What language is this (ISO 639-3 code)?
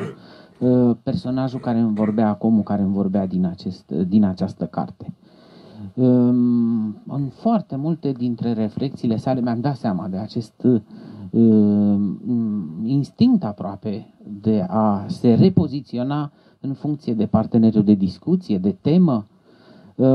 ron